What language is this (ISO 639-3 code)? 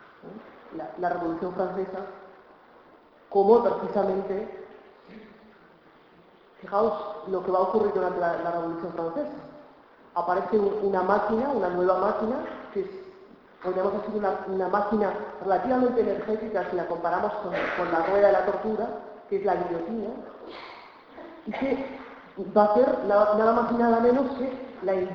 spa